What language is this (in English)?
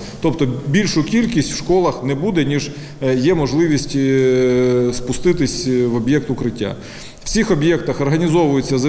Ukrainian